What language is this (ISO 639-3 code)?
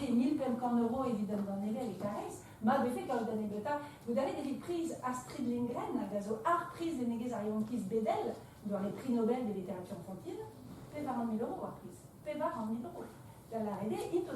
bre